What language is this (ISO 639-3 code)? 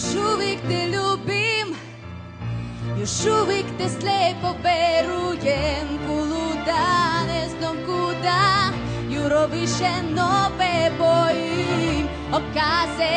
hrv